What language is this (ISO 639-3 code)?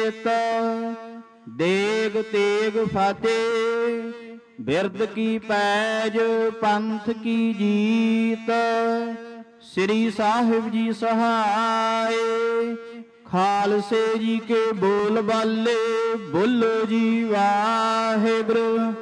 pan